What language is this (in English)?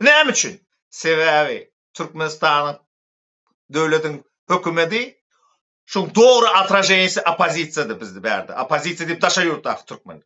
Turkmen